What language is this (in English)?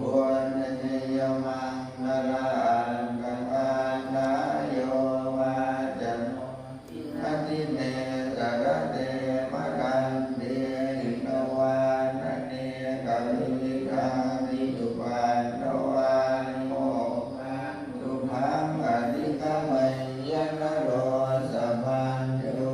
Pali